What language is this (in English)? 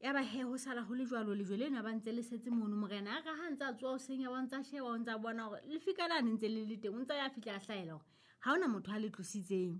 Southern Sotho